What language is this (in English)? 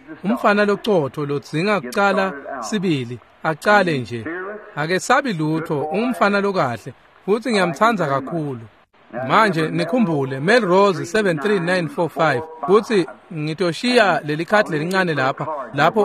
Swati